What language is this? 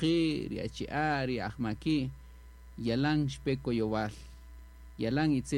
Kaqchikel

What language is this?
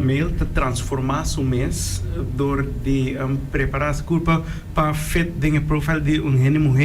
Papiamento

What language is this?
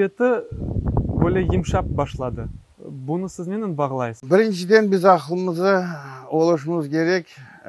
Crimean Tatar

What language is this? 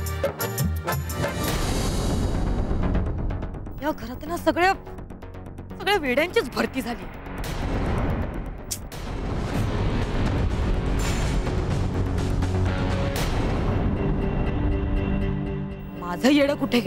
Marathi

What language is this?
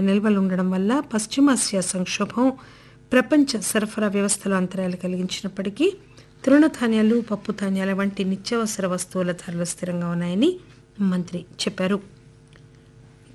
Telugu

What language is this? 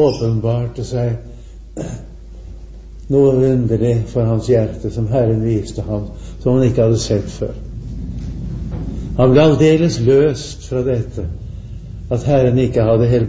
Norwegian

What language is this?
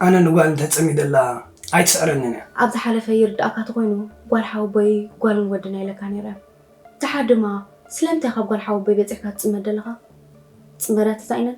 Tigrinya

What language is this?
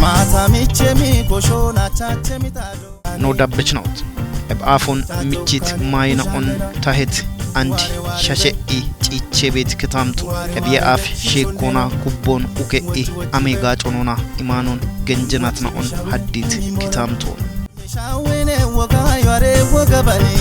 Kafa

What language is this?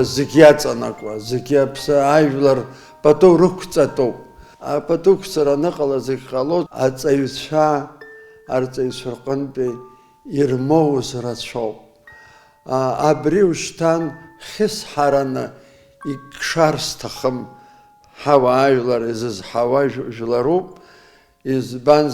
Abkhazian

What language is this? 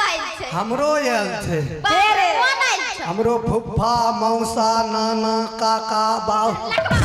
Maithili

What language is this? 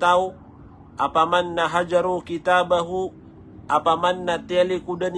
Maranao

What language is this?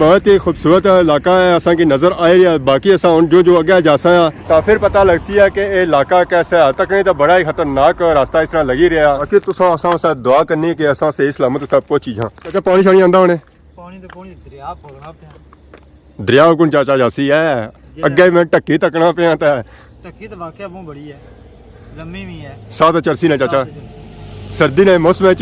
Pahari-Potwari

